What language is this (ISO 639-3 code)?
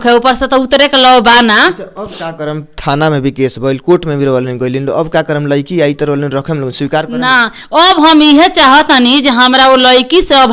bho